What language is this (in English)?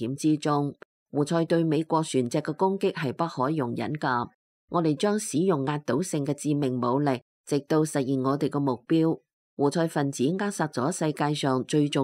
Cantonese